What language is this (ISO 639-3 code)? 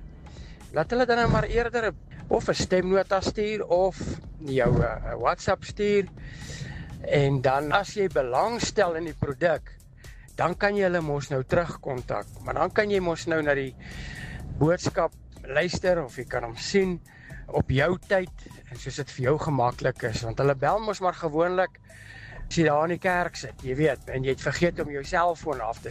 afr